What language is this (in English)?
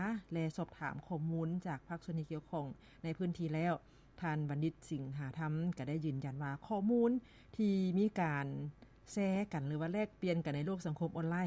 Lao